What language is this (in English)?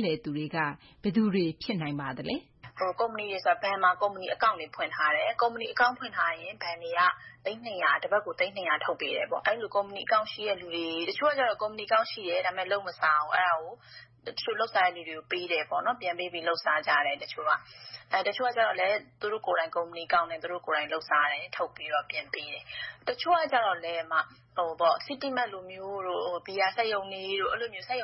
Burmese